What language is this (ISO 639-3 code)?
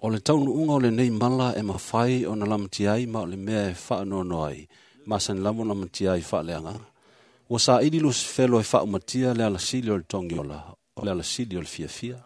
smo